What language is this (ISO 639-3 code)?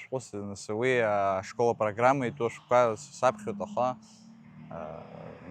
abk